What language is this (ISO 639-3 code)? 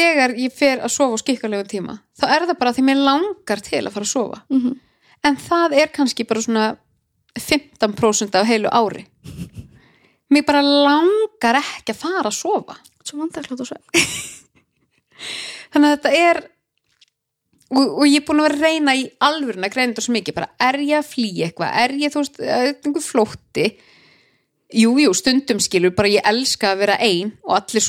isl